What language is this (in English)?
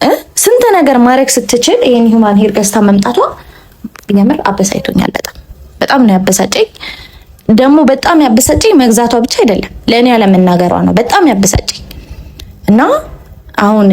Amharic